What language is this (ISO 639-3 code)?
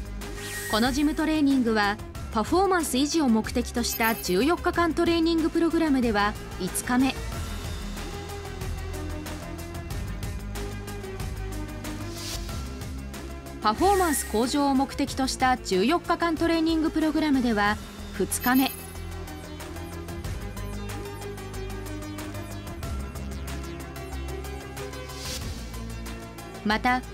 jpn